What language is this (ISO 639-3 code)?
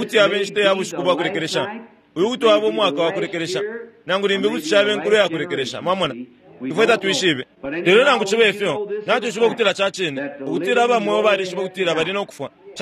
bem